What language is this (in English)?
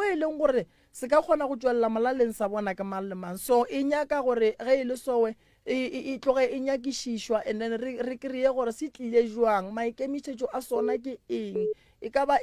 Northern Sotho